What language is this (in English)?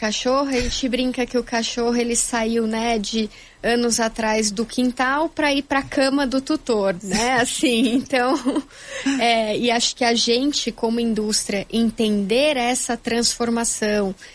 Portuguese